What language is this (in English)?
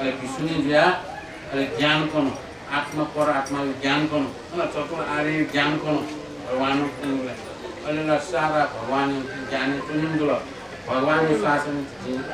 Newari